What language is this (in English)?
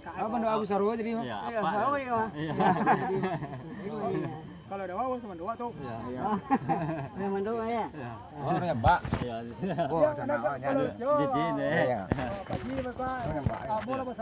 Minangkabau